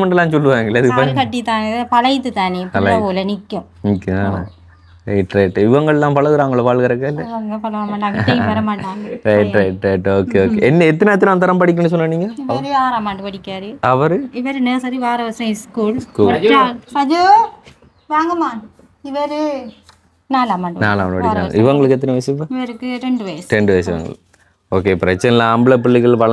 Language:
Tamil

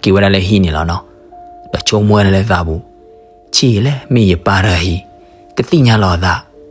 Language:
S'gaw Karen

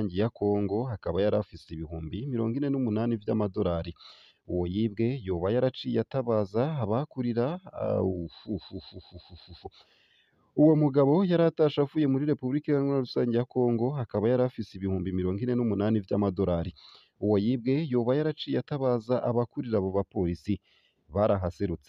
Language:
Rundi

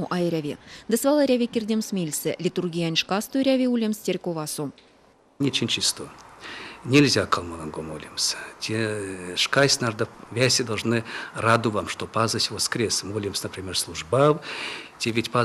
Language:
Erzya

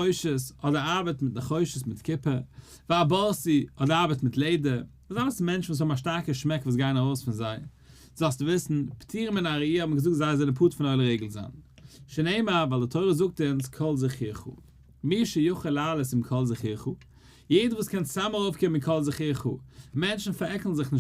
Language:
Yiddish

